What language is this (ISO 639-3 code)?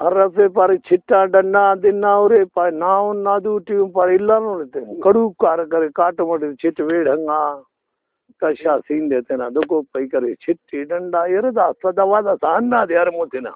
brh